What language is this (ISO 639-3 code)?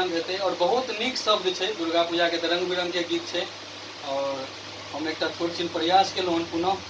mai